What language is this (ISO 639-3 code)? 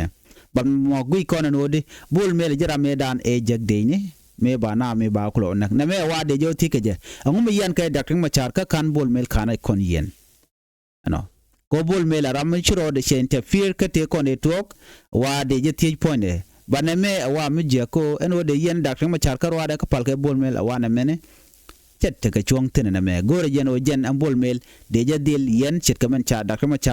nus